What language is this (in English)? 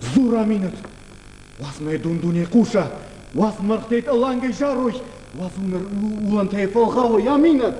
Ossetic